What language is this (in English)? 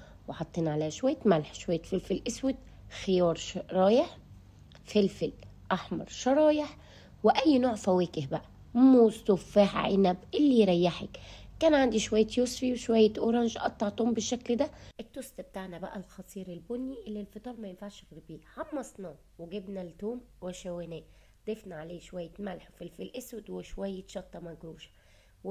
Egyptian Arabic